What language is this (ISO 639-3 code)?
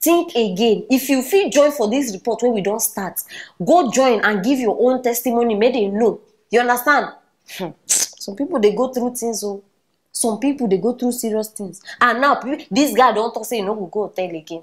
pcm